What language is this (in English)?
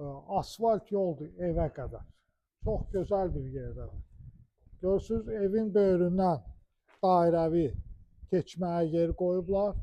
Azerbaijani